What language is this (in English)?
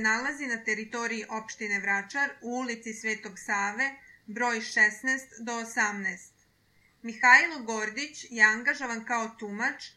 Serbian